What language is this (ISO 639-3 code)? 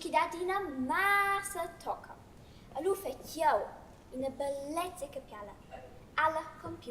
roh